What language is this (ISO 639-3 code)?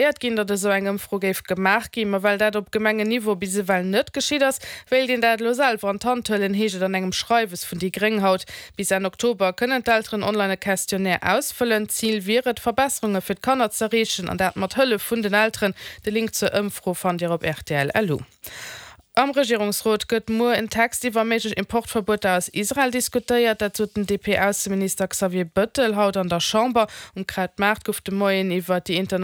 ltz